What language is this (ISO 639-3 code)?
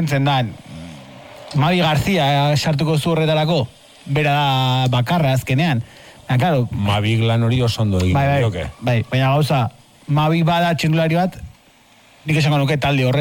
eus